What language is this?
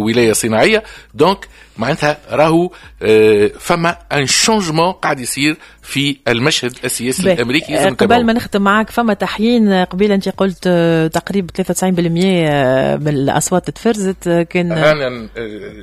Tunisian Arabic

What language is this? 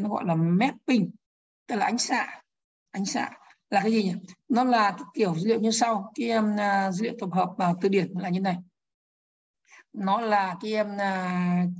Vietnamese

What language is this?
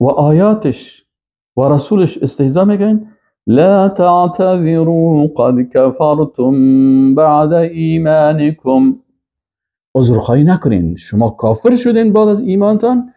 Persian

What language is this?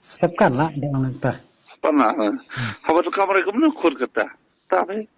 Khasi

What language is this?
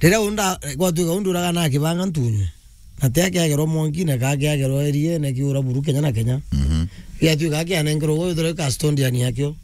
Meru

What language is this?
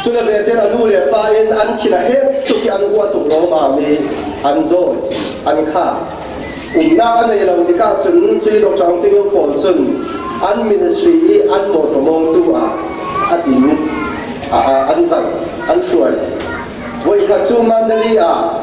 Falam Chin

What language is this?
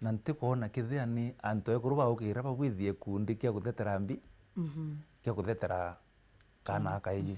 Meru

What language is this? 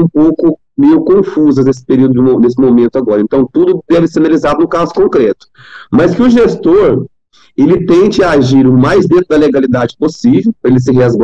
Portuguese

